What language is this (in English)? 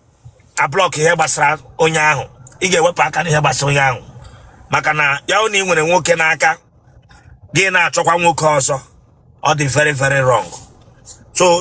Igbo